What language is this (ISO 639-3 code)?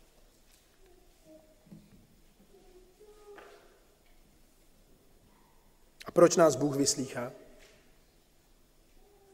ces